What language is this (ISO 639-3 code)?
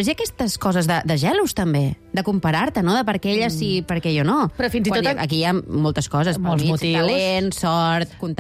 cat